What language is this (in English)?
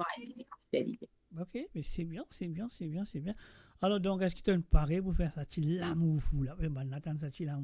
Morisyen